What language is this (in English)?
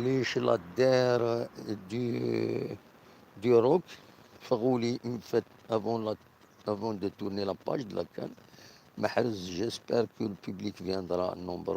Kabyle